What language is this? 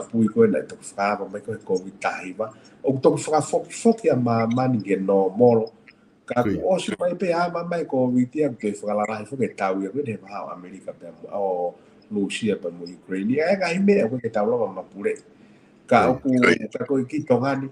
Tongan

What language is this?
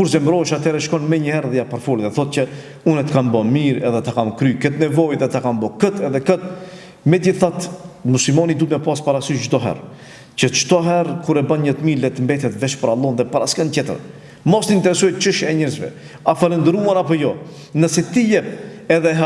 Albanian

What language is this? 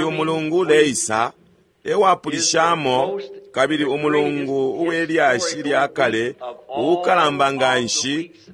Bemba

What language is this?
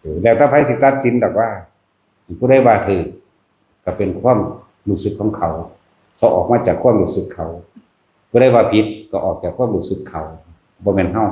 Northeastern Thai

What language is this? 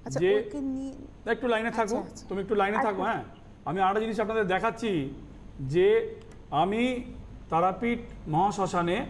Bangla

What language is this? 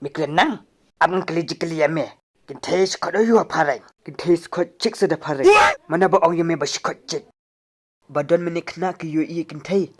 Khasi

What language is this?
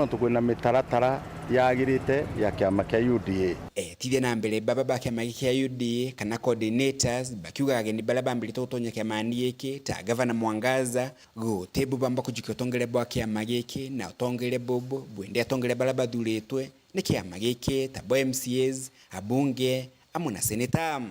Meru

